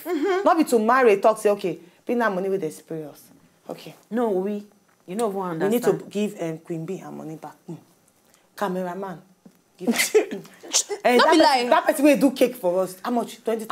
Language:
Nigerian Pidgin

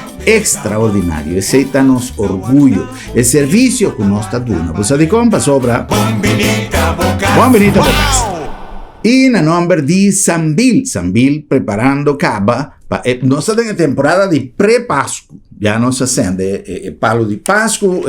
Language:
Papiamento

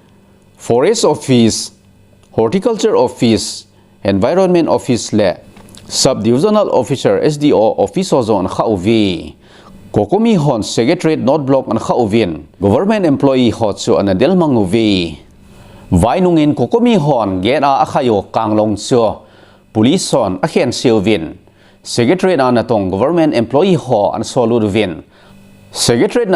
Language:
Thado Chin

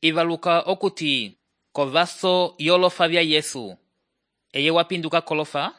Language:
Umbundu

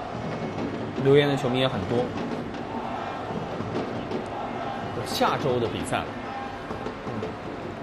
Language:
Chinese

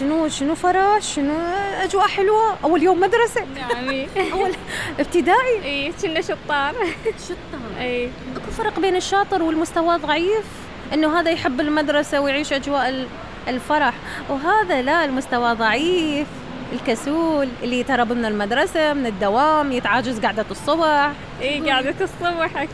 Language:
Mesopotamian Arabic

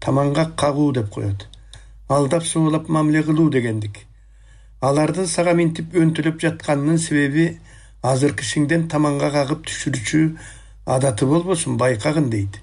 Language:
Kyrgyz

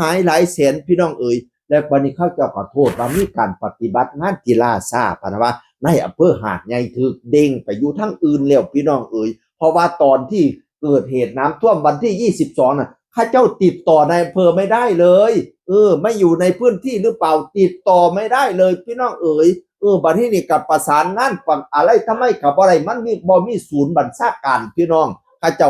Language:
Northeastern Thai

